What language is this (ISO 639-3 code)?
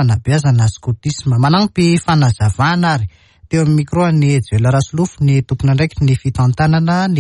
mlg